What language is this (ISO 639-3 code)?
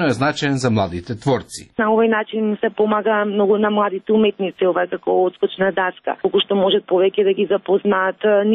mkd